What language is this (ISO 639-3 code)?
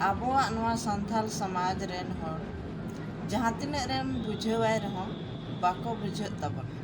sat